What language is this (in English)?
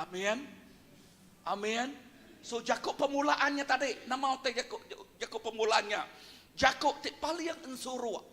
Iban